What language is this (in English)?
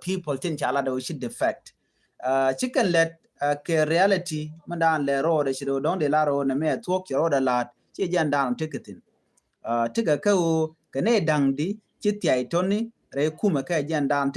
Nuer